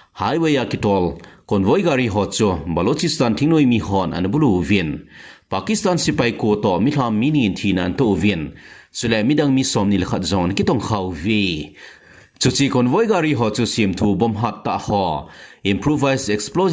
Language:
Thado Chin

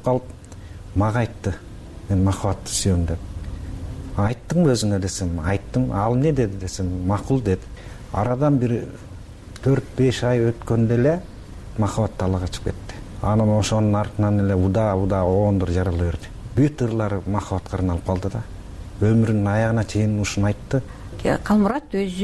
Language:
Kyrgyz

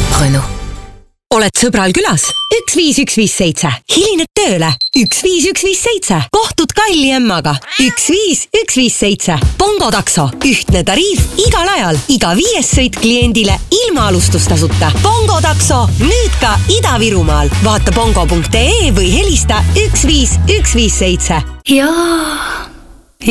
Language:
Estonian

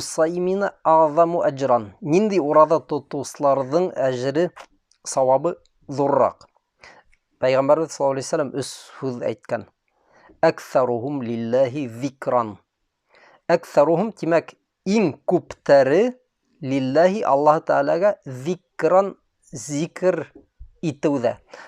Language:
Bashkir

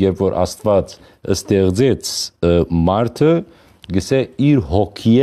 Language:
Western Armenian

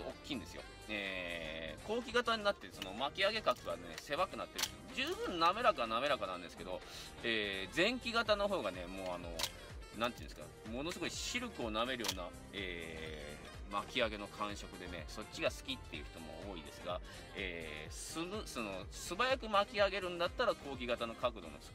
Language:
Japanese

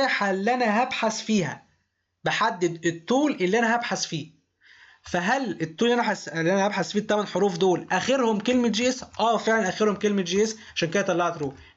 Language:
Egyptian Arabic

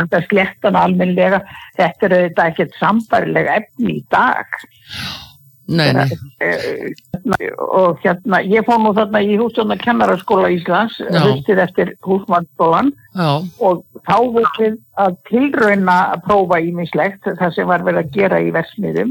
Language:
Icelandic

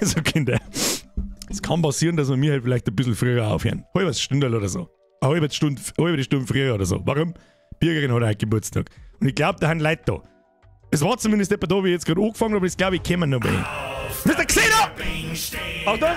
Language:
Bavarian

